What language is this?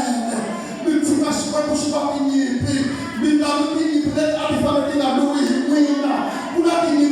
Tsonga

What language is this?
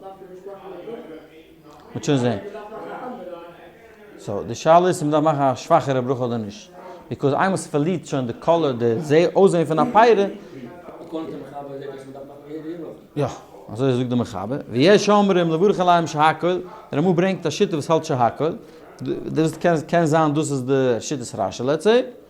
Yiddish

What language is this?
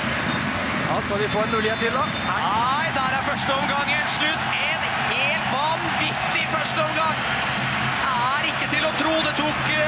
Norwegian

